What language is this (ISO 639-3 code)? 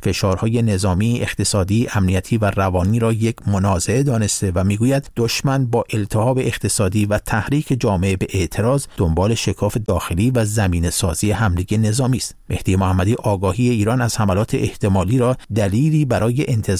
fas